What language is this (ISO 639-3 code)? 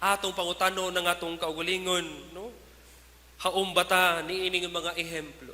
ceb